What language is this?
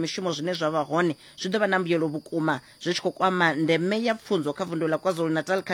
Venda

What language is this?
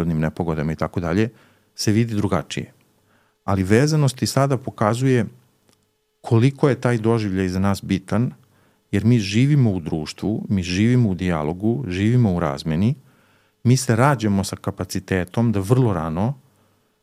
Serbian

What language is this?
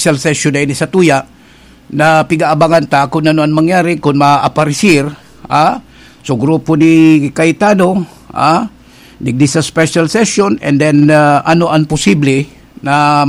Bikol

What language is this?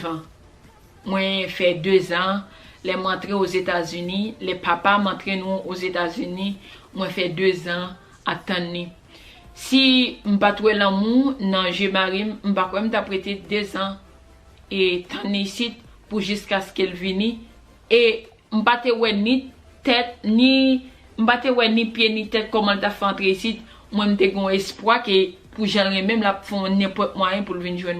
Haitian Creole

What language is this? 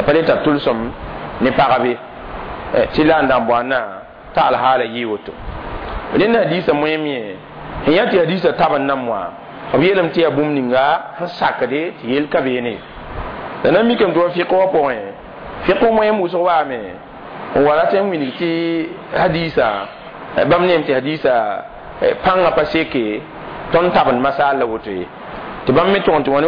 Mossi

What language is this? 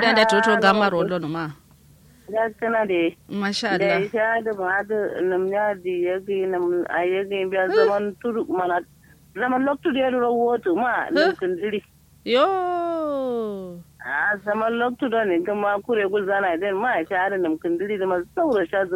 Kanuri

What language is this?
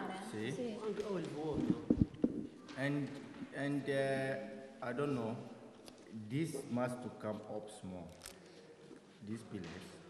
Italian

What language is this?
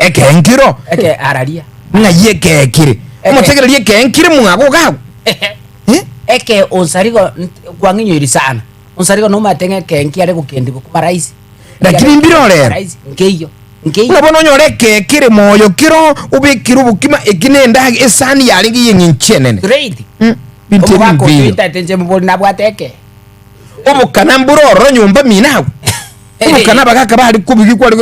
Gusii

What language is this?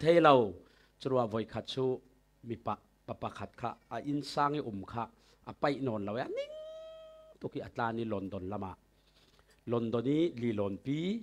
Falam Chin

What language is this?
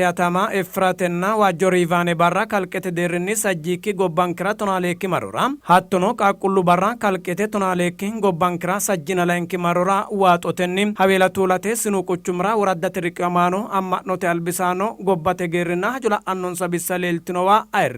Sidamo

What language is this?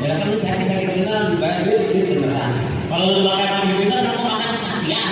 Betawi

